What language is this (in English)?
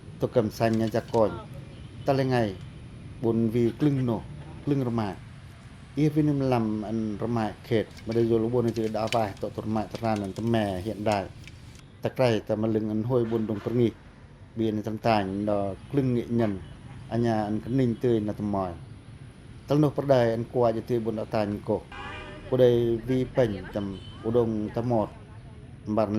Pacoh